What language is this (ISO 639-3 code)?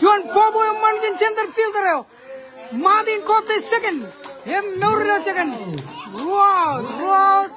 mah